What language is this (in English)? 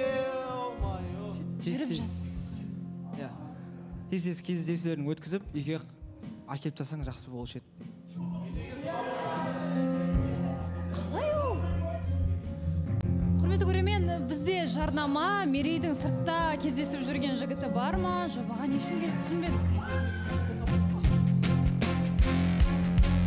Kazakh